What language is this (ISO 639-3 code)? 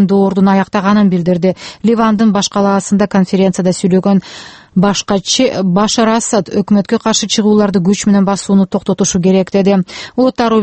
kir